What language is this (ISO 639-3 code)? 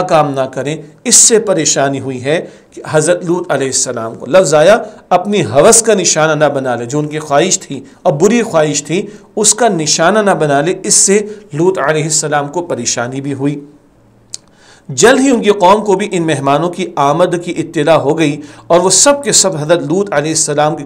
urd